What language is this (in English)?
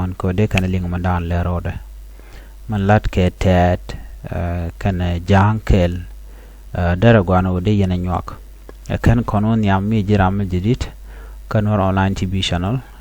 Nuer